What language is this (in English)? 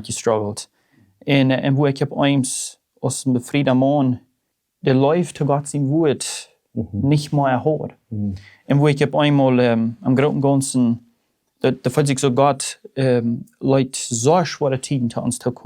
Plautdietsch